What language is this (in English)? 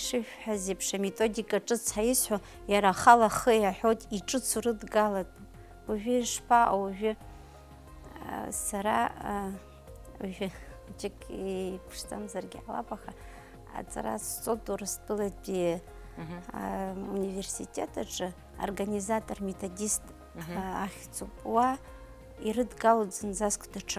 Abkhazian